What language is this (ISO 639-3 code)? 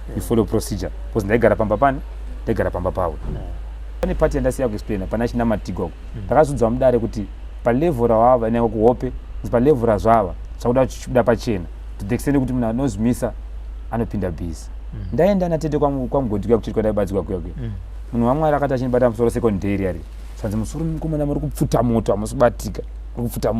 sna